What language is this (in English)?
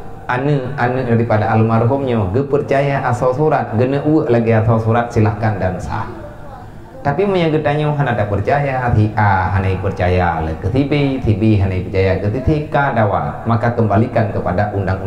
Achinese